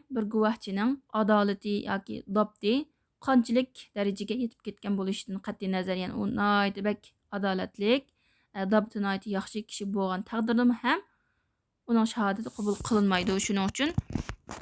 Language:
Uyghur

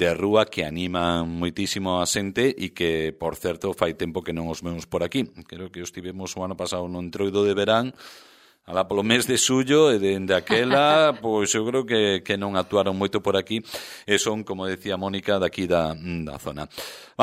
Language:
Galician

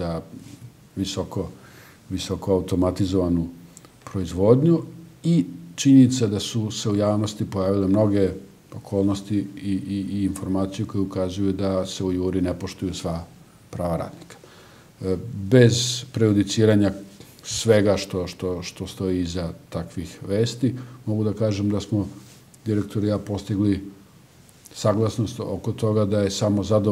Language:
Serbian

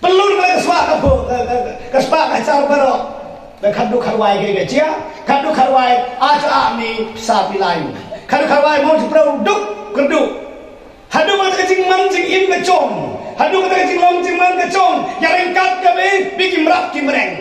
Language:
Khasi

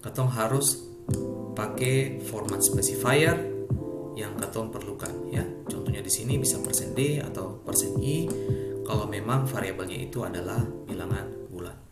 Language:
Ambonese Malay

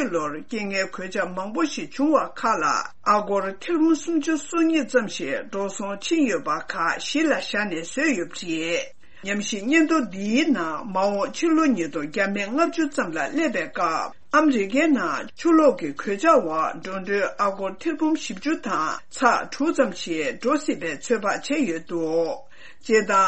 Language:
Tibetan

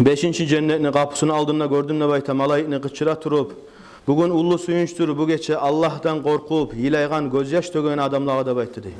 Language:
Kumyk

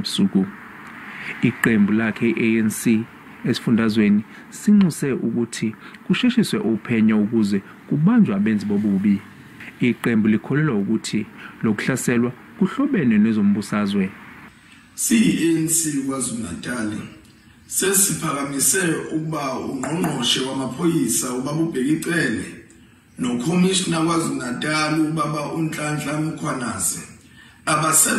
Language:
Zulu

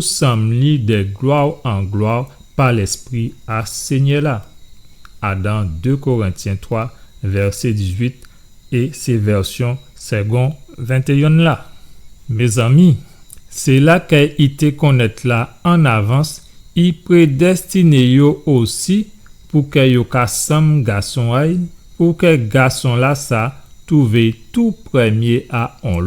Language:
Guadeloupean Creole French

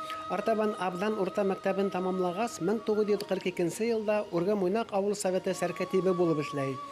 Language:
Bashkir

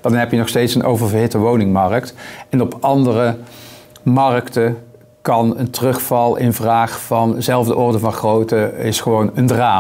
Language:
Dutch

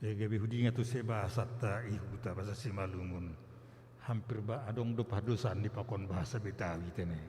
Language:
Batak Simalungun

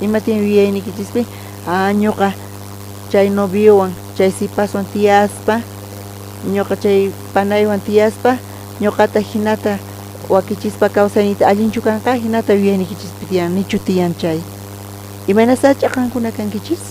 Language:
South Bolivian Quechua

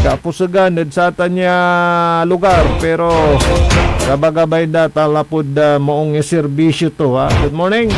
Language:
Pangasinan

